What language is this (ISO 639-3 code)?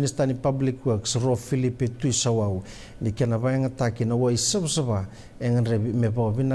fij